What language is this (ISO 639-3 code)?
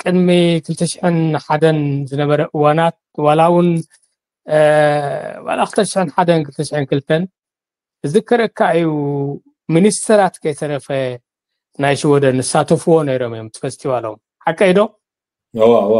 tir